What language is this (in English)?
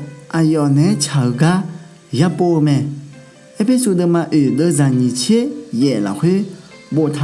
Akha